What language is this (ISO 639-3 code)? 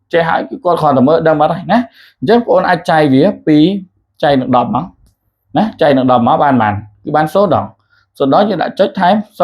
khm